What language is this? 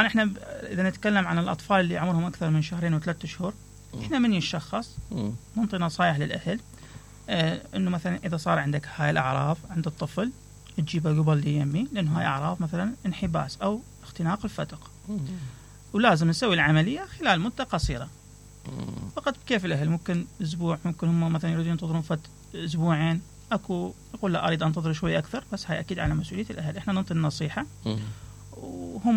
Mesopotamian Arabic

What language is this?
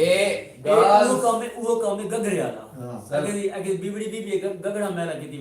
Saraiki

